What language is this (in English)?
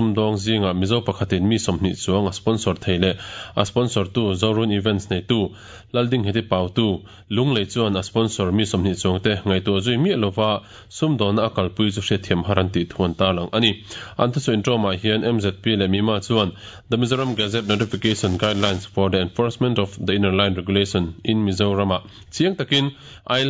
Mizo